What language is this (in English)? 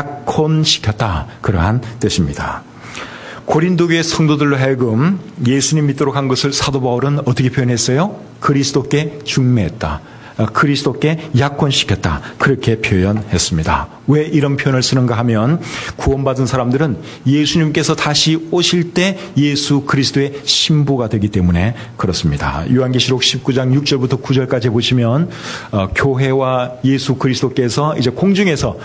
Korean